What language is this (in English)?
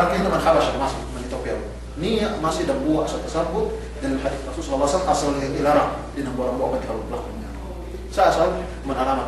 Yakan